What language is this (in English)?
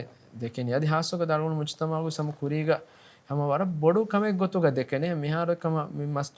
Divehi